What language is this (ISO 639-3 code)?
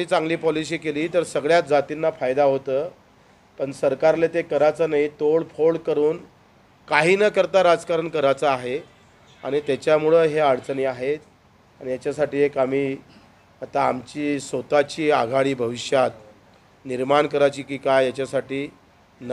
mar